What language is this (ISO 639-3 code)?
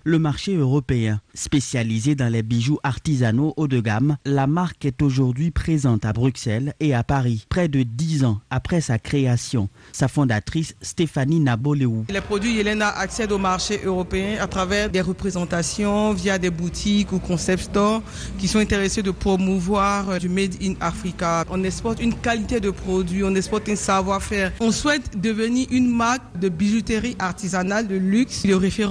fra